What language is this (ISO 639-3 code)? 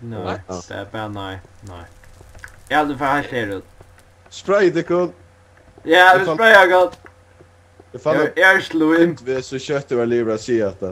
fao